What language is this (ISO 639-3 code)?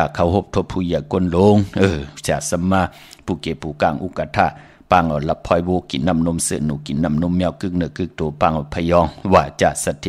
shn